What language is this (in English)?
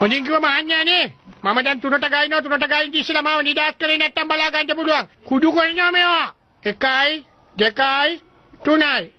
Sinhala